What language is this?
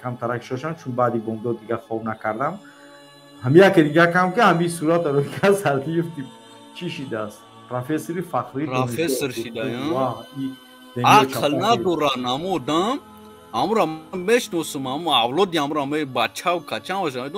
Tajik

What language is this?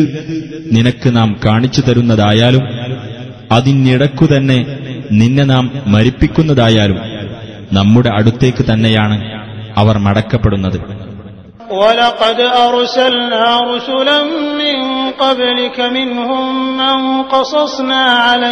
Malayalam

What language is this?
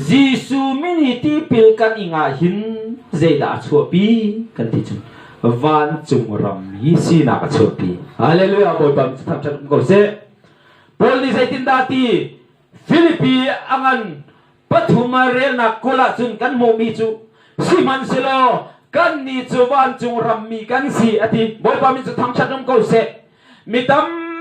Hakha Chin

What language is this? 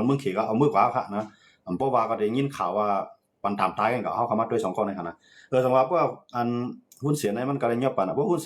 Shan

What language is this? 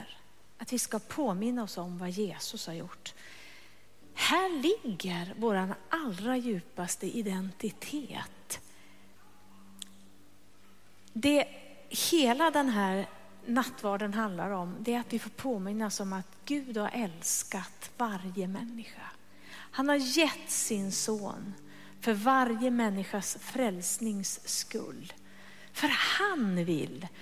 Swedish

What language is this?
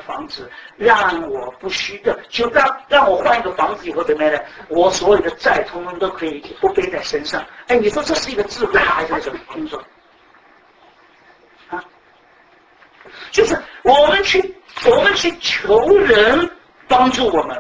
Chinese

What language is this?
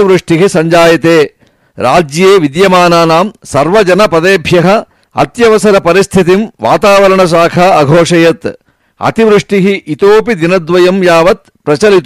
Sanskrit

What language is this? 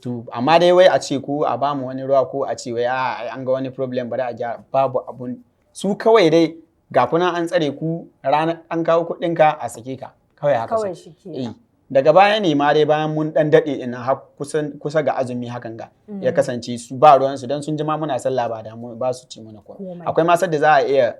Hausa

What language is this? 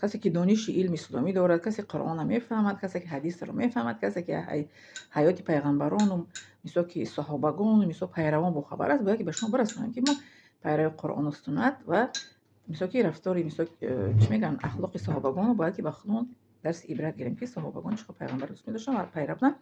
Tajik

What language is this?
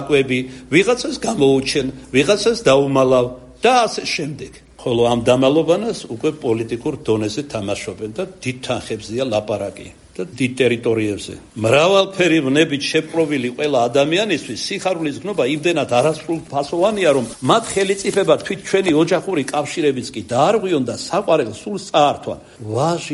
Georgian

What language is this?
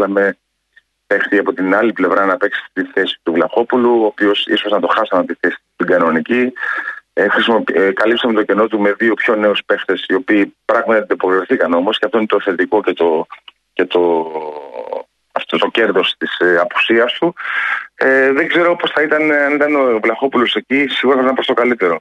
Greek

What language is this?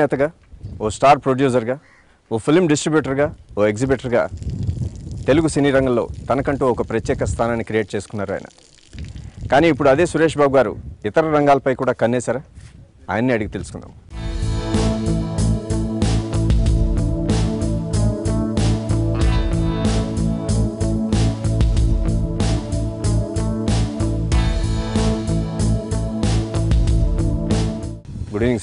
Telugu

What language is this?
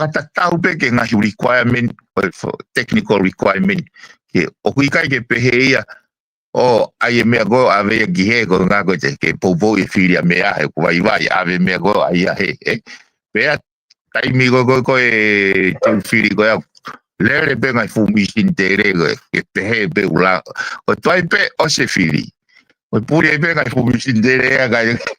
Tongan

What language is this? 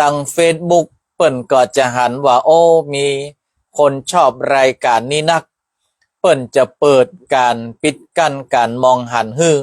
Northern Thai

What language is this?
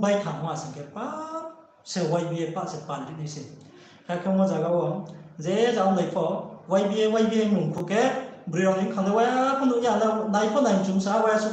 Riang (India)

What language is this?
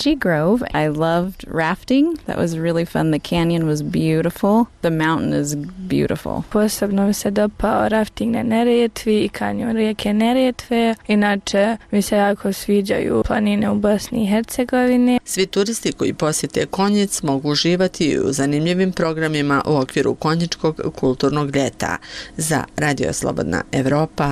Bosnian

